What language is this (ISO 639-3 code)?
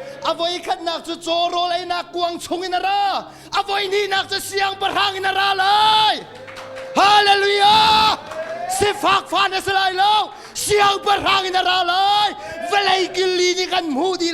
cnh